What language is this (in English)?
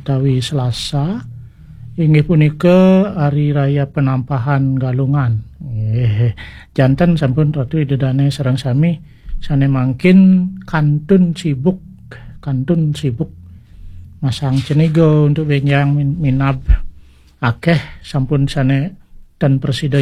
Balinese